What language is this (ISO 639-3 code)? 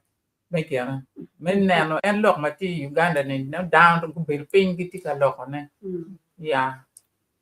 ach